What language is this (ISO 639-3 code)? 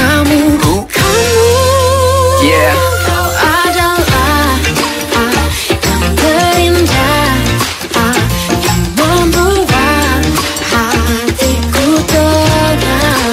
ind